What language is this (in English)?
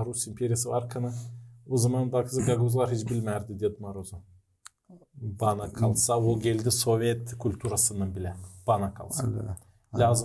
Gagauz